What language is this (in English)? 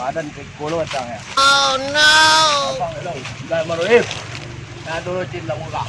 Minangkabau